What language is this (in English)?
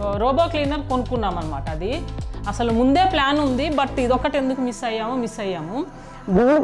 Telugu